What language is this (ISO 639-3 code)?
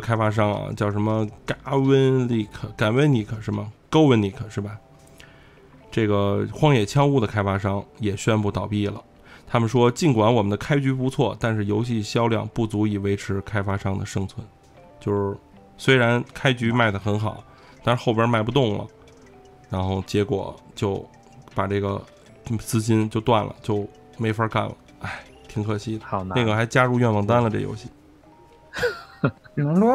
zho